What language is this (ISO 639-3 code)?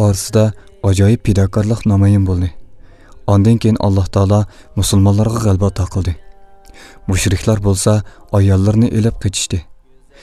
uig